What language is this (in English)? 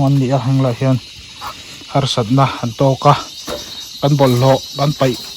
Mizo